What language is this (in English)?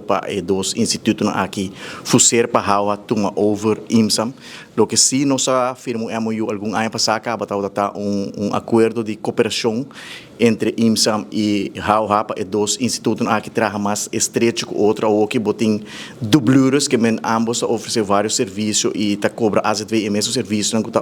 Papiamento